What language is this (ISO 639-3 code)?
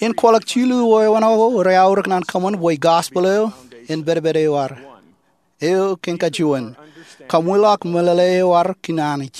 mah